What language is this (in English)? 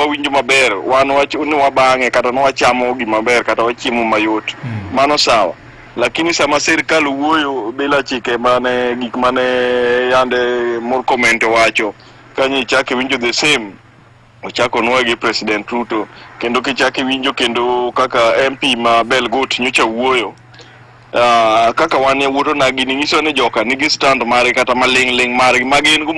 Luo (Kenya and Tanzania)